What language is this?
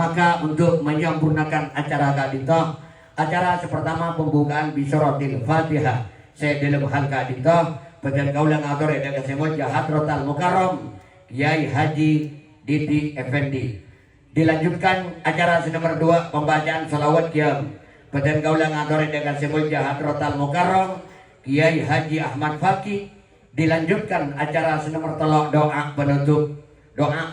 Madurese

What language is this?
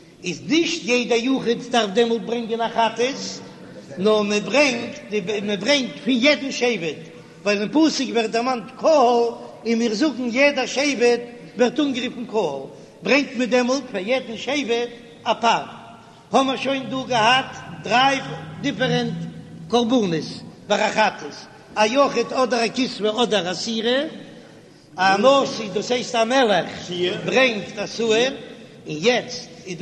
Yiddish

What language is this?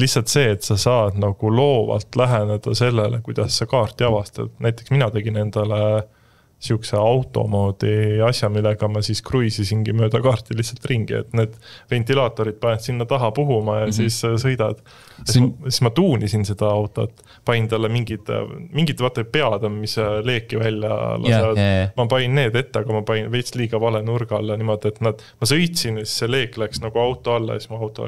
Estonian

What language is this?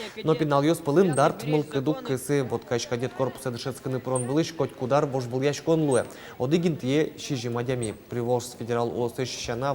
Udmurt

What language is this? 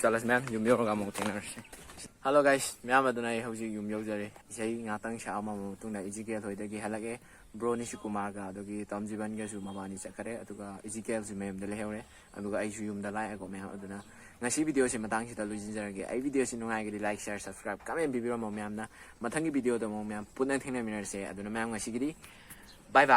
Manipuri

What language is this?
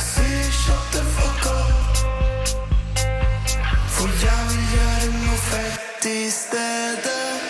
Norwegian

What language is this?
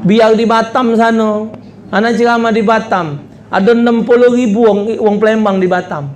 Musi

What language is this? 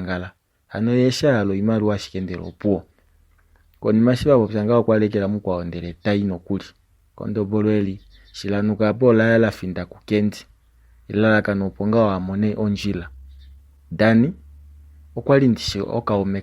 Kuanyama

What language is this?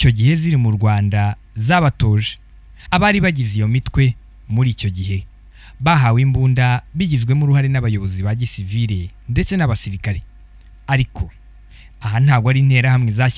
Kinyarwanda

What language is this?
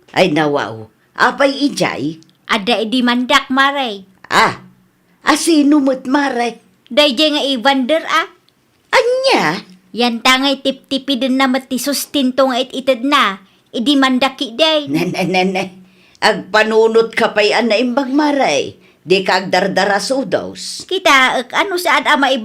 Iloko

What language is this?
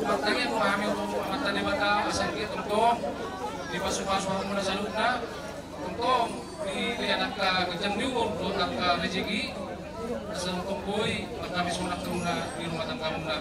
Batak Toba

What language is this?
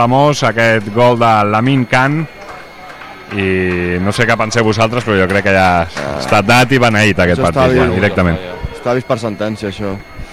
Catalan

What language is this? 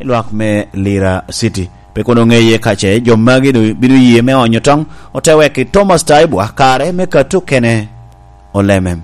Lango (Uganda)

